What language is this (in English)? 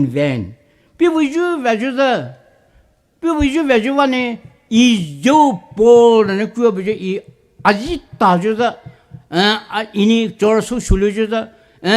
Poumei Naga